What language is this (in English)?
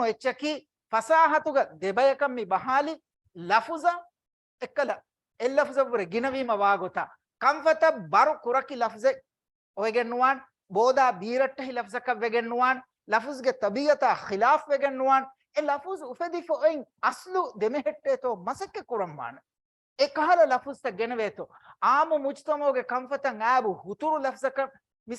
Divehi